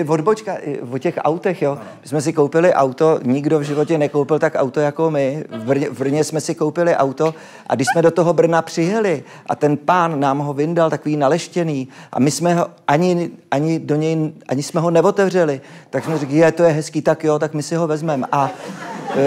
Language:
Czech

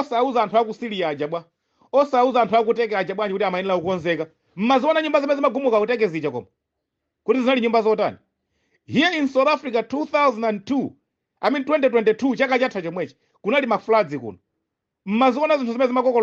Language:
Nyanja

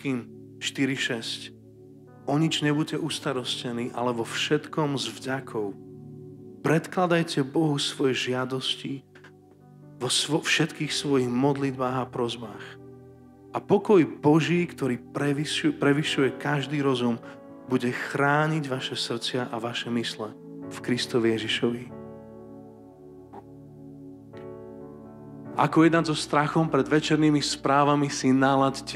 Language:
Slovak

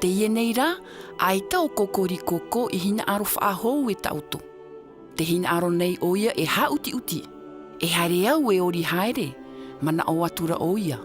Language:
Tahitian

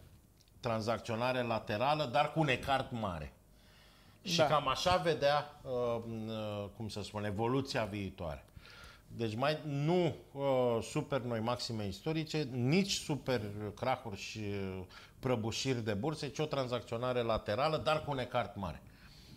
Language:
Romanian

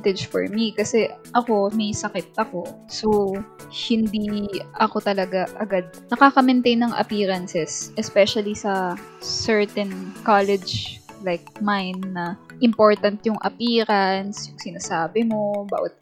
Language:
Filipino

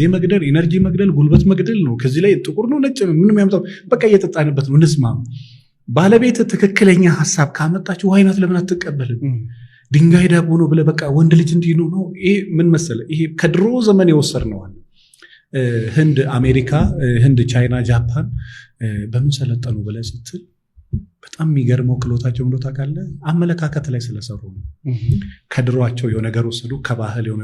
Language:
Amharic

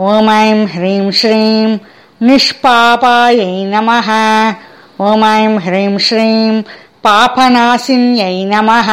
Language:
Sanskrit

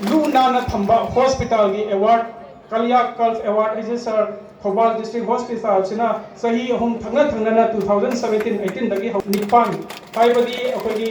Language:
Manipuri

